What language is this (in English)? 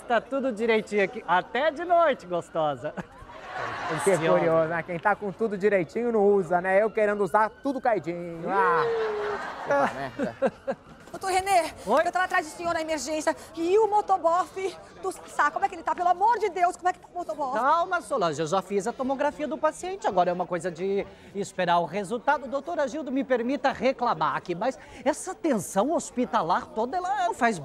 Portuguese